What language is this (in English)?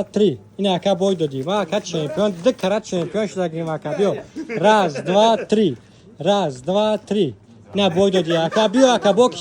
Tajik